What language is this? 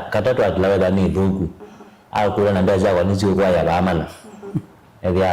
Kamba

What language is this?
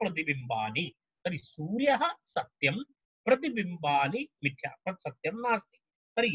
Sanskrit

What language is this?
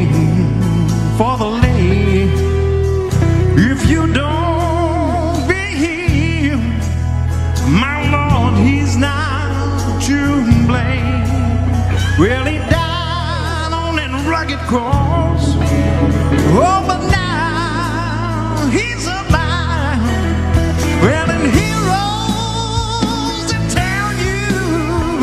English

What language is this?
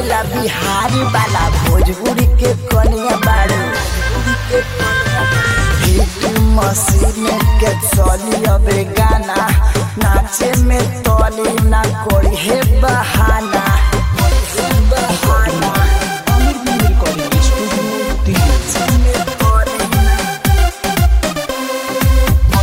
Bhojpuri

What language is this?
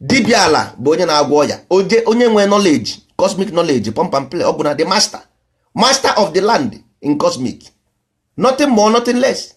Igbo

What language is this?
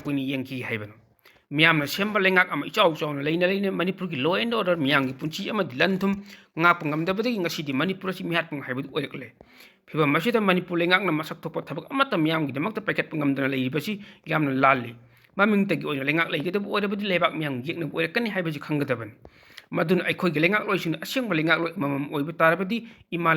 Manipuri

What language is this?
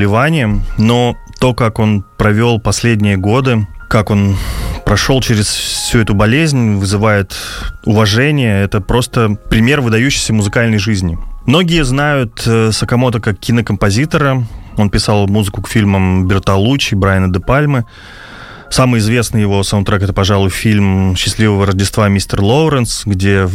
Russian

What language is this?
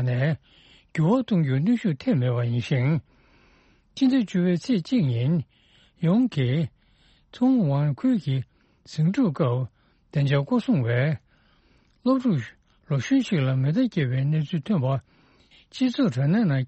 Tibetan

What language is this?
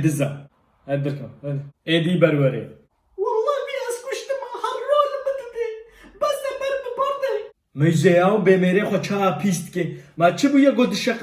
Kurdish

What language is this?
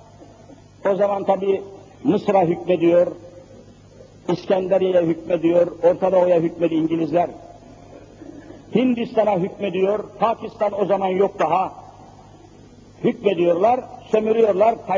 Turkish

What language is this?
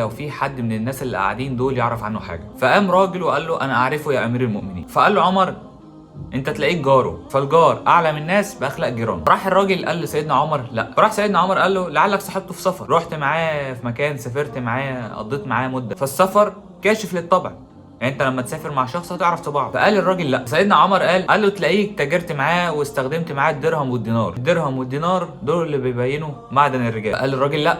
Egyptian Arabic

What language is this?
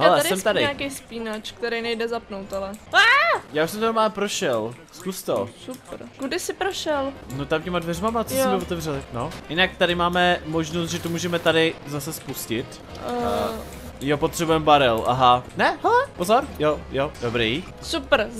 Czech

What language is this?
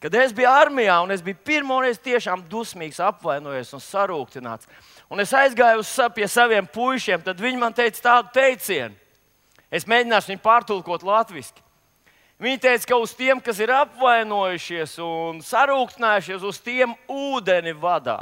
Latvian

